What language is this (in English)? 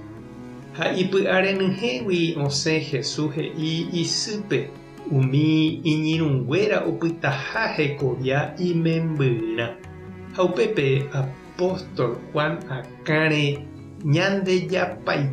Guarani